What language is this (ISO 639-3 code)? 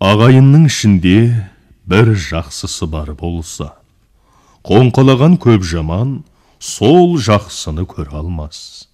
kaz